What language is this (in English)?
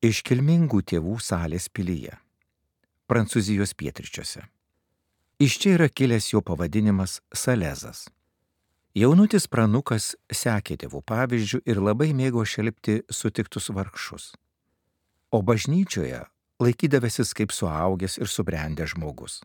Lithuanian